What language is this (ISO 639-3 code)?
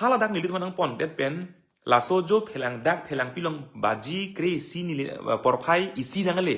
mjw